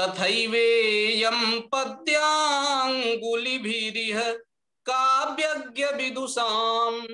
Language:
Sanskrit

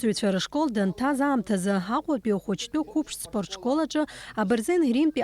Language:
Abkhazian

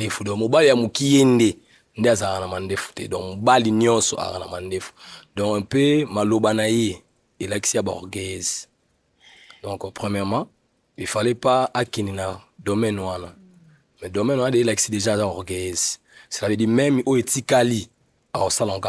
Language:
Lingala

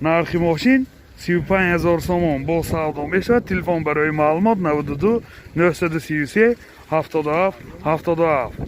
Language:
Tajik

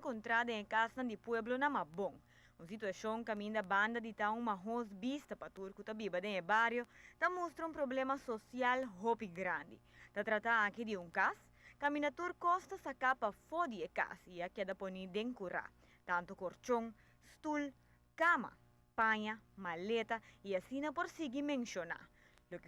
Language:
Papiamento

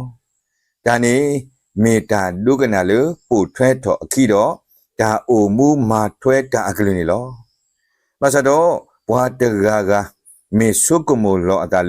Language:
S'gaw Karen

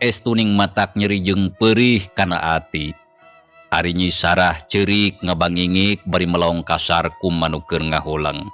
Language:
Sundanese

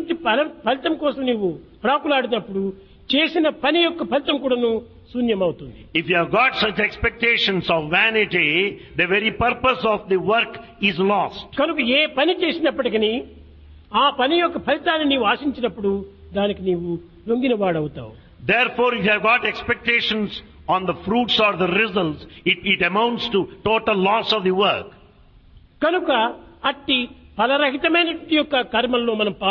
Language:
Telugu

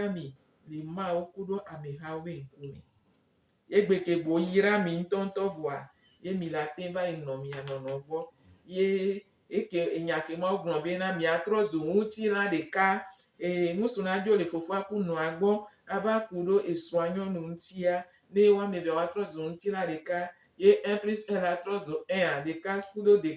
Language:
Gen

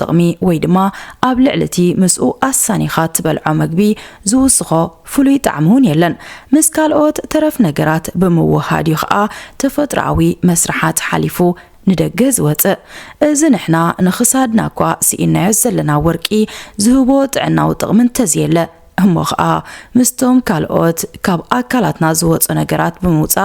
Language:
Tigrinya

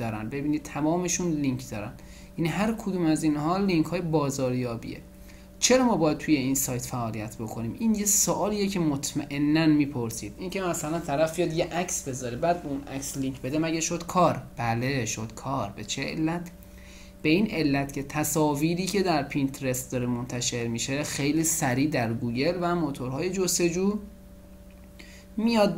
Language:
Persian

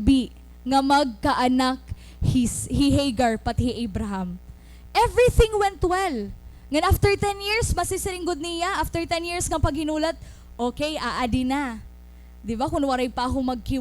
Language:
Waray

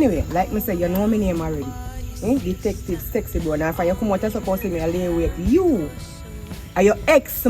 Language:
Jamaican Creole English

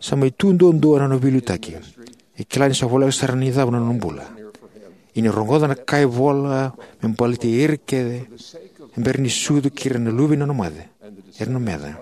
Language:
Fijian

